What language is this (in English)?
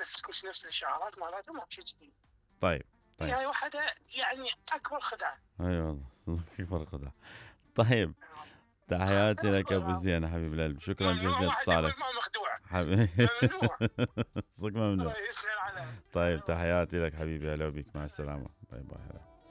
Mesopotamian Arabic